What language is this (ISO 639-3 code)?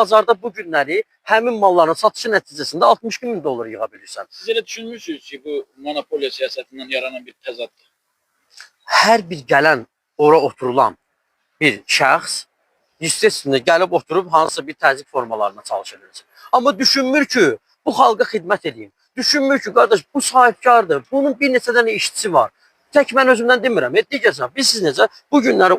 aze